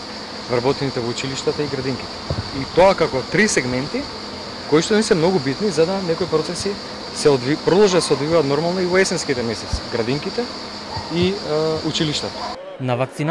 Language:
Macedonian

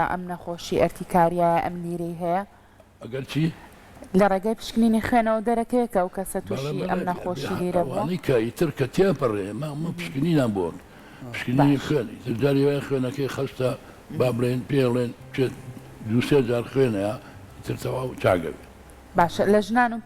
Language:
Central Kurdish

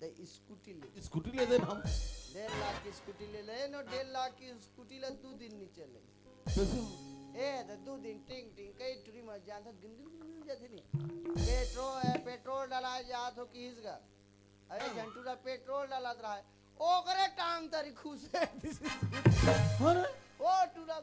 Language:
Chhattisgarhi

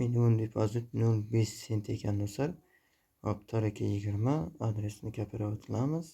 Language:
Uzbek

